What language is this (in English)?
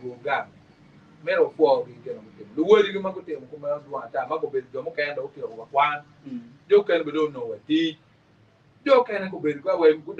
Acoli